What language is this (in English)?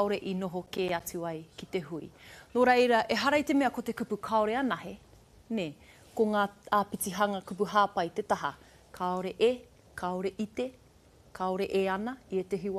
Māori